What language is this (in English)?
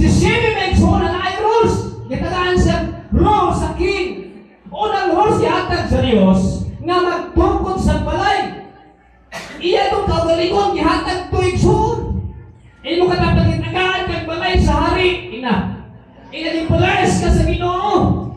Cebuano